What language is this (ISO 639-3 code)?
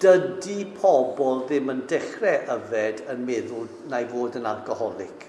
cym